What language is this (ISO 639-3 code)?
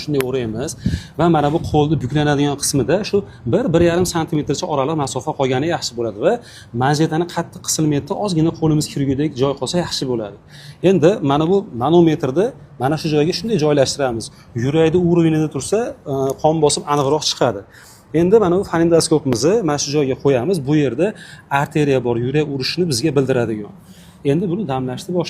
uzb